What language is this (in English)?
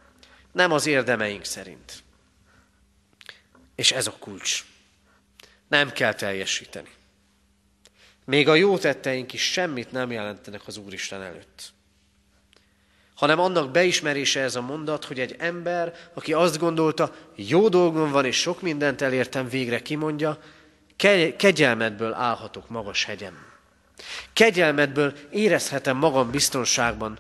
Hungarian